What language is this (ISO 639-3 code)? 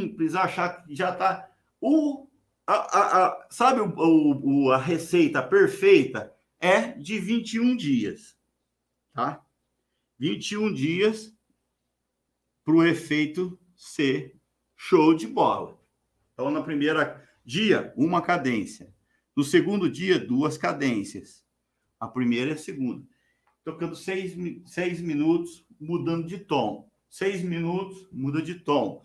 por